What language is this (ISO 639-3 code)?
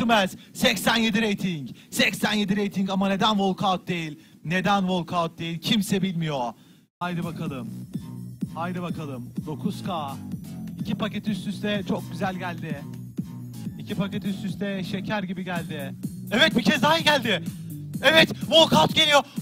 tur